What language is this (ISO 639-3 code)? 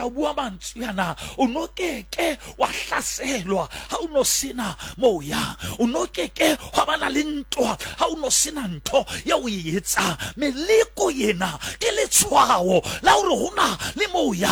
sot